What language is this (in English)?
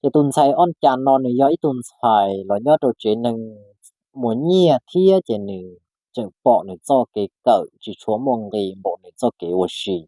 Hmong